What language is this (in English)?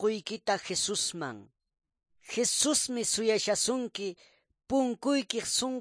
Quechua